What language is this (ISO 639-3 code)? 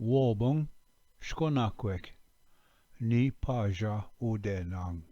oji